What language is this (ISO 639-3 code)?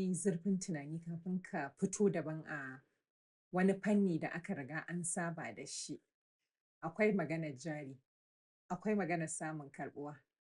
hau